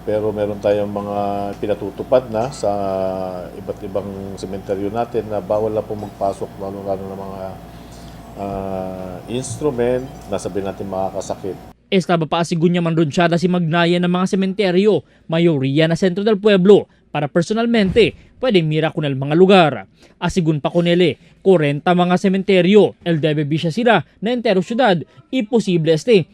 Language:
Chavacano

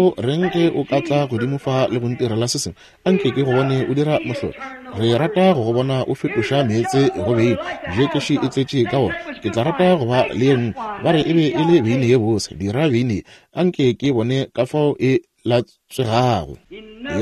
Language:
Northern Sotho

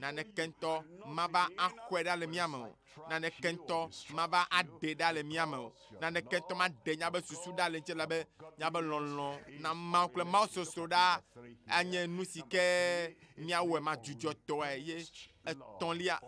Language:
Ewe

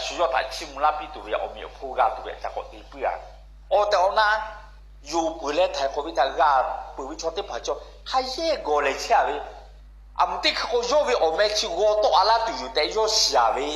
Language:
Lahu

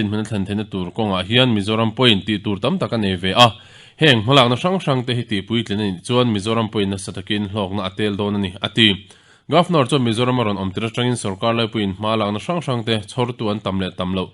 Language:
Mizo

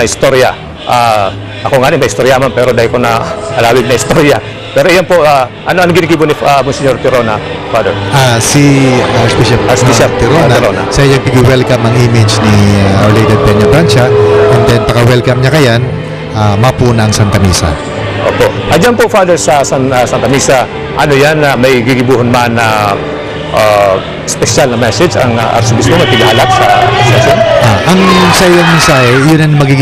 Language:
Bikol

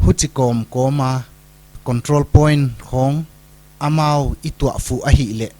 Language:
Paite Chin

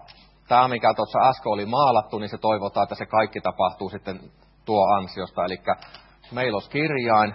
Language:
Finnish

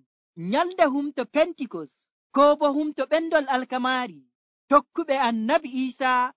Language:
Nigerian Fulfulde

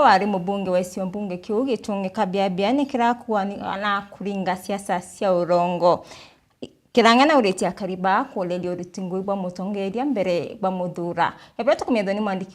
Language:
Meru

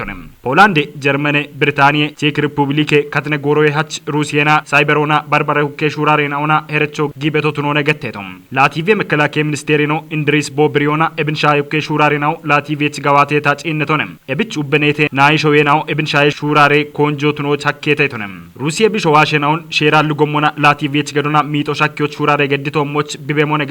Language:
Kafa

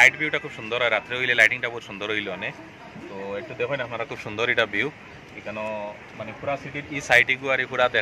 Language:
Sylheti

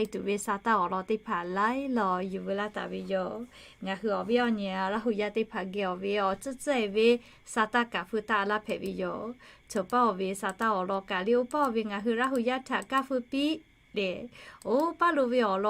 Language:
Lahu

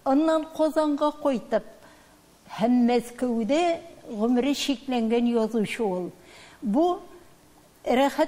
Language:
Tatar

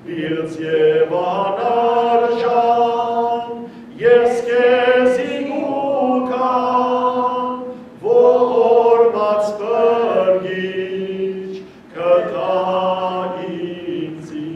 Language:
Western Armenian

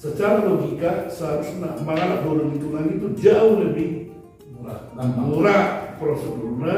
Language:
Batak Toba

